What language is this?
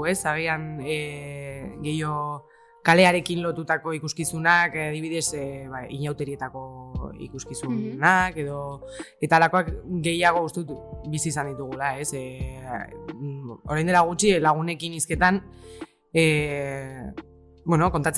Basque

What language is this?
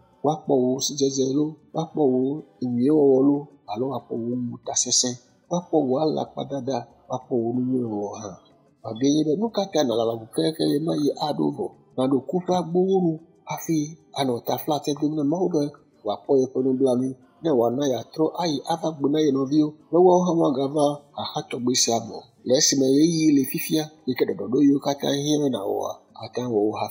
Ewe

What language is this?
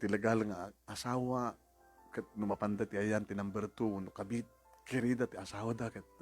Iloko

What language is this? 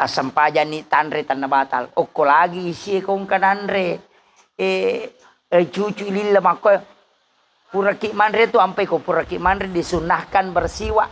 Buginese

